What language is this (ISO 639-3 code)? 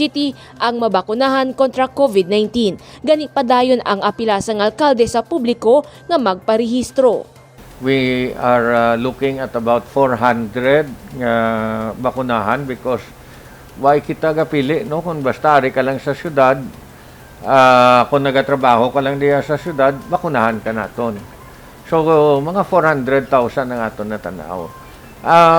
hil